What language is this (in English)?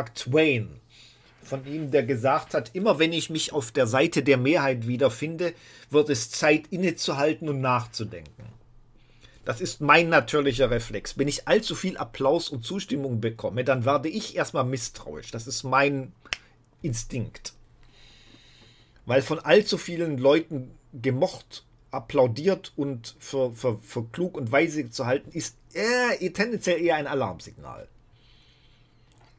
German